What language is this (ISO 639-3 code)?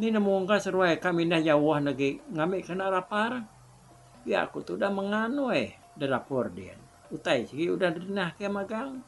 iba